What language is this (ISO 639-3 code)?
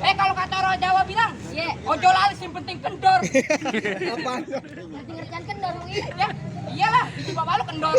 bew